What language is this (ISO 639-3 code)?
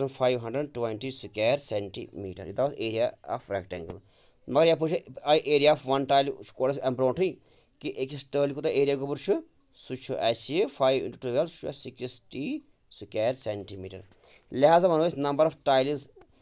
kas